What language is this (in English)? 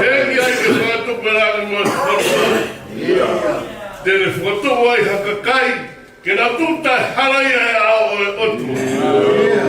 Tongan